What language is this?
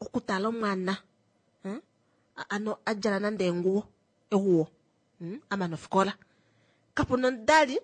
Kuanyama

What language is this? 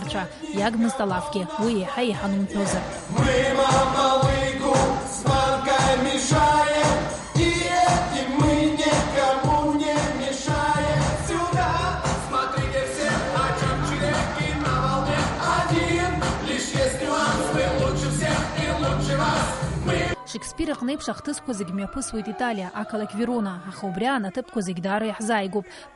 Abkhazian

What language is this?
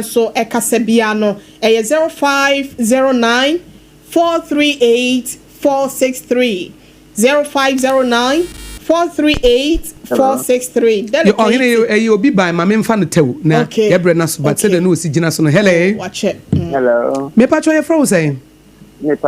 Akan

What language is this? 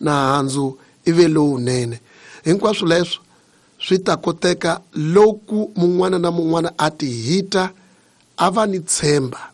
Tsonga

